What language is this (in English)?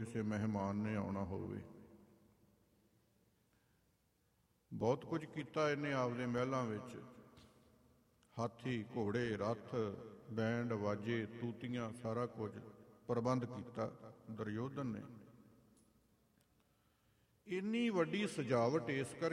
Punjabi